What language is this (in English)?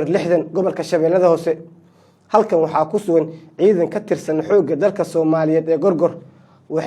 Somali